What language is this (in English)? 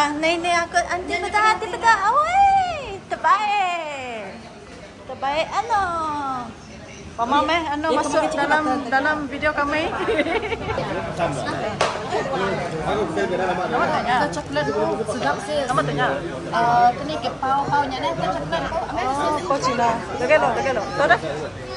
Malay